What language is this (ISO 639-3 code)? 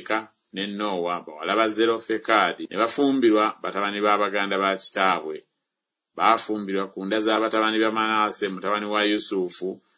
lug